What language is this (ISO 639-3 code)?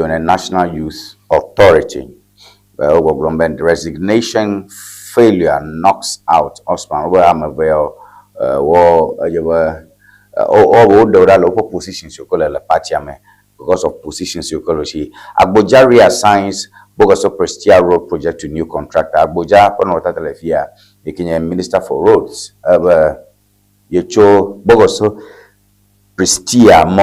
ewe